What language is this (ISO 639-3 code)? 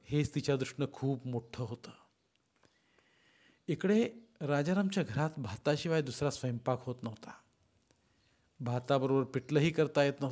mar